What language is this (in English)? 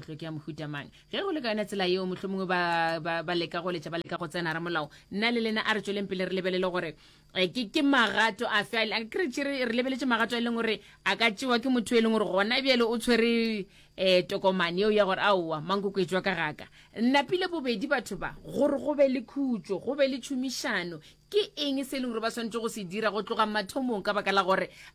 Northern Sotho